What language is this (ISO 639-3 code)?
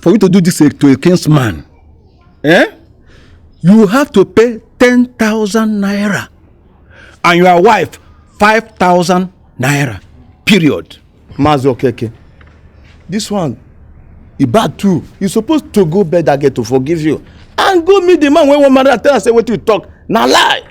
pcm